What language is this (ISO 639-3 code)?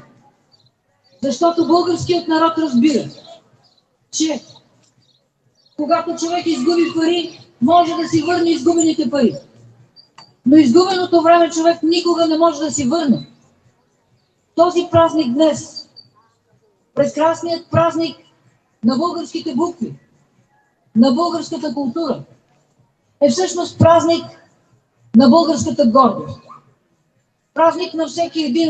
bul